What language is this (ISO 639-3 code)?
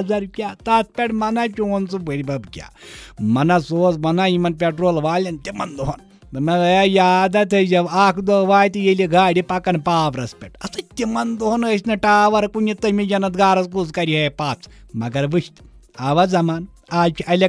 kas